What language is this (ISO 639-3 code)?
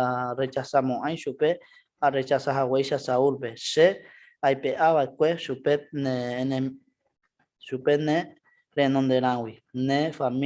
grn